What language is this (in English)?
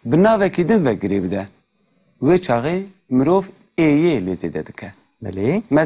Kurdish